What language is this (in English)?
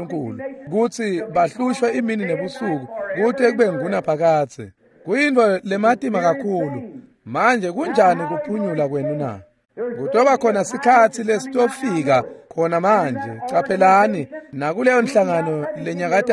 Swati